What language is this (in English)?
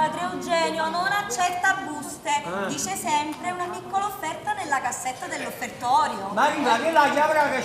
Neapolitan